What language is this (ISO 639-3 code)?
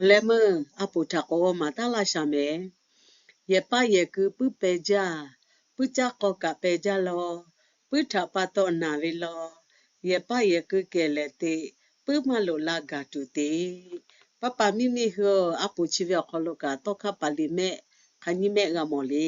lhu